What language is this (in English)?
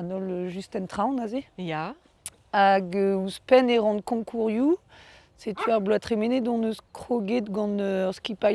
Breton